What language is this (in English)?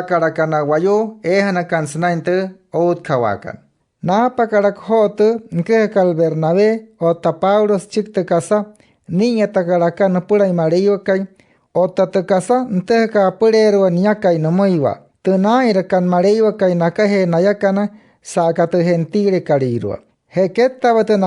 Wayuu